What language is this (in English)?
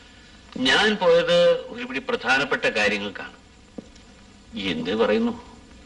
Malayalam